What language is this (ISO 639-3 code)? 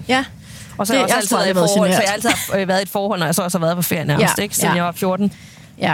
dan